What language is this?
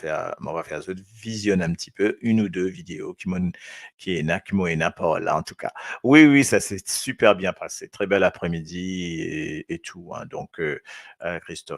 Morisyen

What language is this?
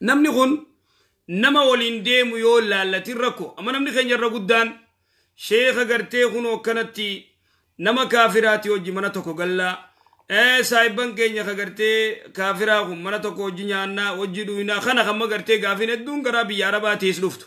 Oromo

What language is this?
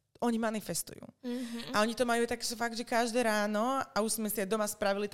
Slovak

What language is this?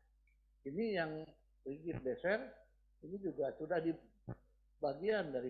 Indonesian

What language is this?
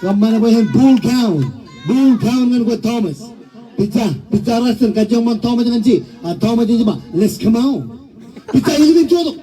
Marshallese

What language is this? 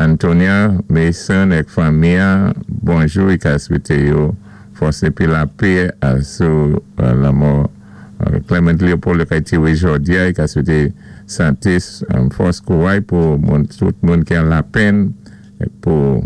Saint Lucian Creole French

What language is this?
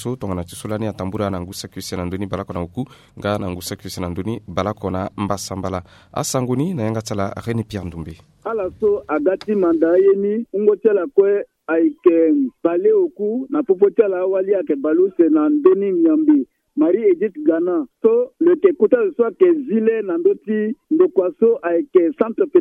Sango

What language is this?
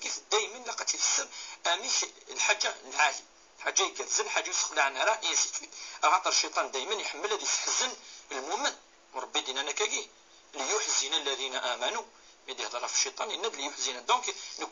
Kabyle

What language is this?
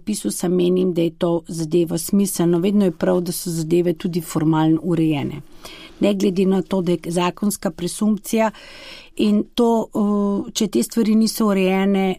Slovenian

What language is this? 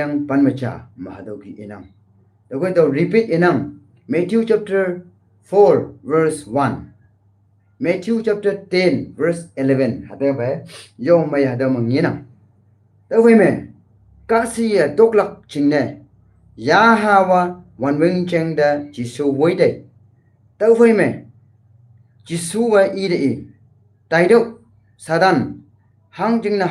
Konyak Naga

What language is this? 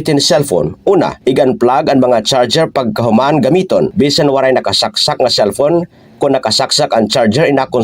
Waray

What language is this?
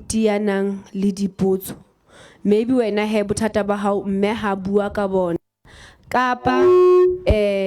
Southern Sotho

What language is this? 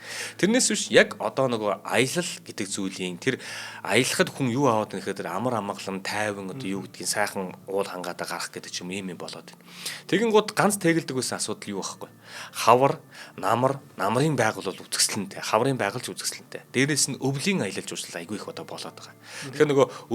Mongolian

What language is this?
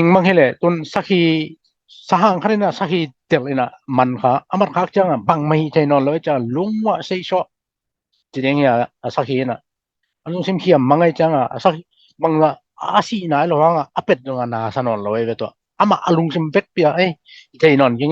Tedim Chin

